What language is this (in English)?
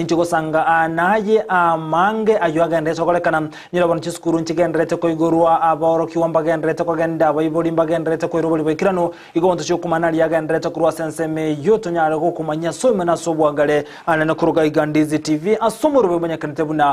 Gusii